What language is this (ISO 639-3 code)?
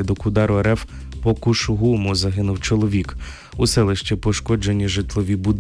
ukr